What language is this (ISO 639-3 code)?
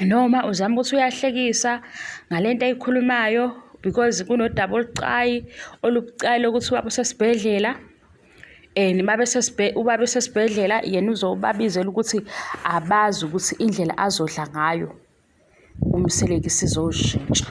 zul